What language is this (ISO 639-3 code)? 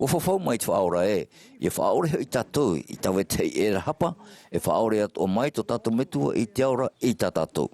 tah